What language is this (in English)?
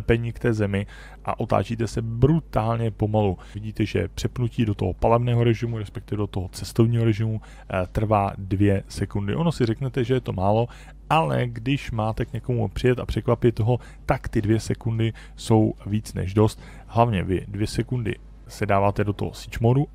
Czech